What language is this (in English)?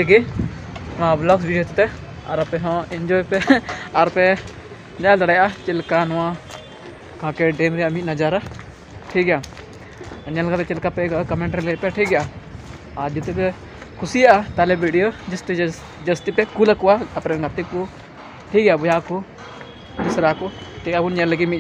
Santali